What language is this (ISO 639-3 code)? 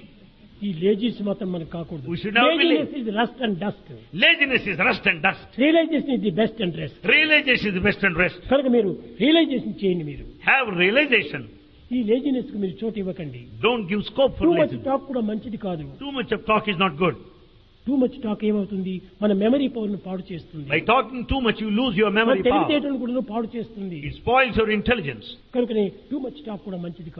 tel